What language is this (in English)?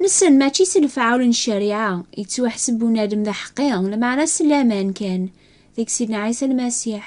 Kabyle